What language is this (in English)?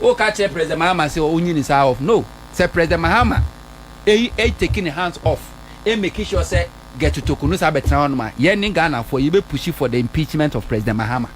Akan